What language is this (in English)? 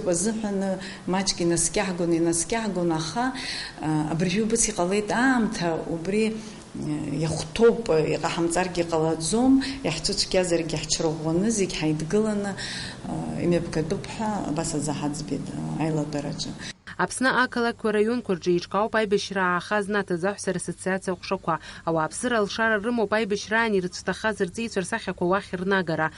Abkhazian